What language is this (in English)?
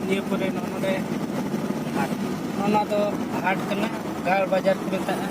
Santali